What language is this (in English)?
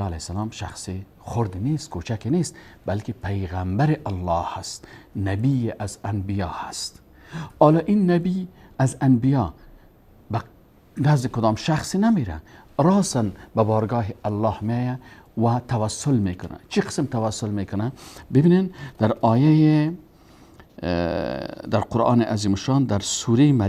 Persian